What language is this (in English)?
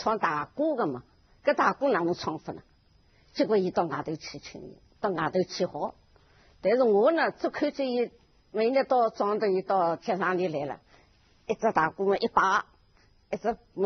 Wu Chinese